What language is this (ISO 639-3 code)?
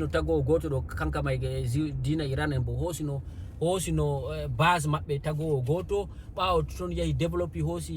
ful